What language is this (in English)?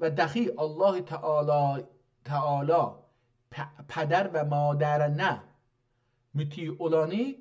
South Azerbaijani